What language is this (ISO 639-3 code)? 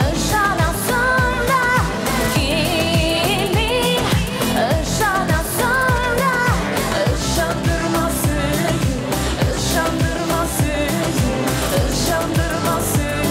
tat